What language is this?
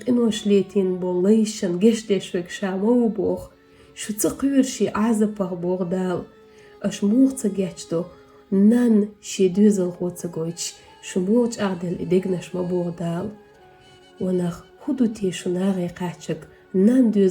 Chechen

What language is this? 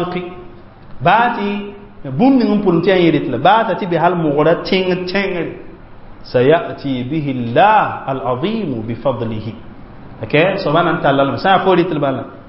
Mossi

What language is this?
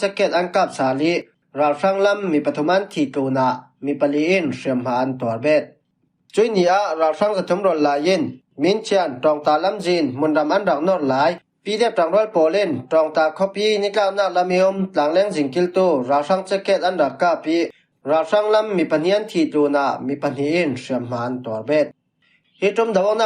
Falam Chin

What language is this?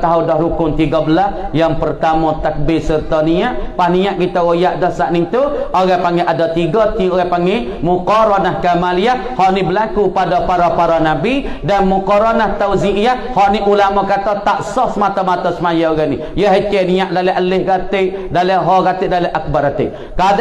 Malay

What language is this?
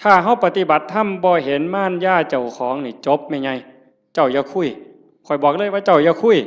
Northeastern Thai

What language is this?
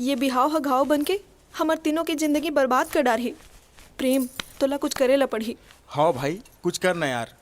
Chhattisgarhi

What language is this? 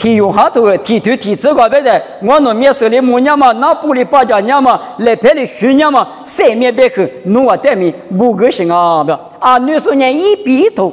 Lisu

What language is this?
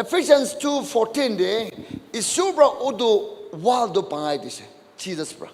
Naga Pidgin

